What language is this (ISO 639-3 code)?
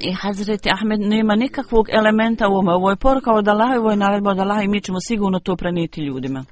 bos